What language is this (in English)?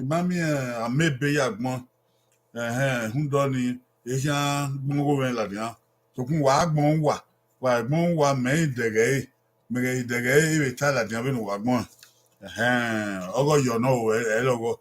Bini